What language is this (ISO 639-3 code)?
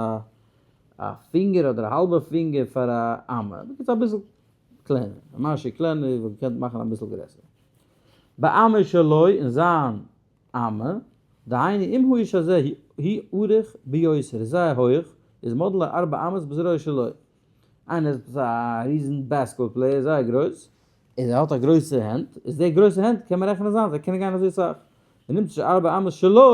yid